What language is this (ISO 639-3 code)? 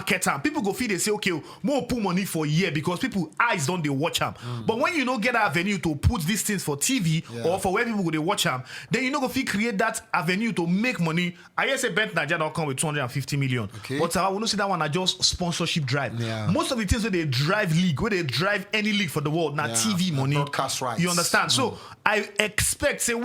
pcm